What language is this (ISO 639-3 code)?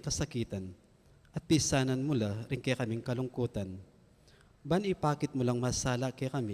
pam